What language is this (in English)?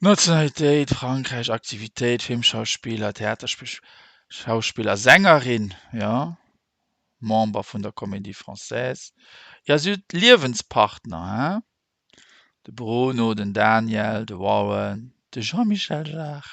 Luxembourgish